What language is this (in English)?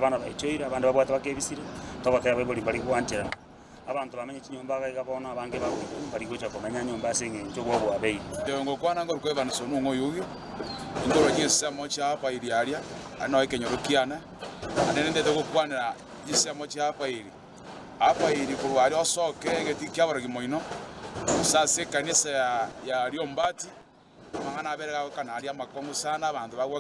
Gusii